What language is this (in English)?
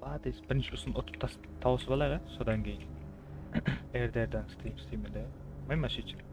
Kara-Kalpak